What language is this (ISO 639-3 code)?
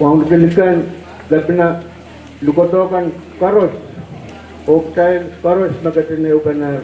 pon